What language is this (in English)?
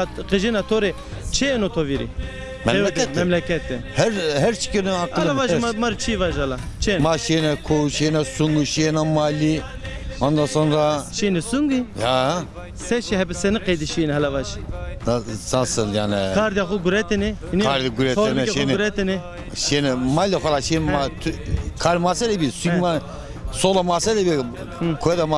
Zaza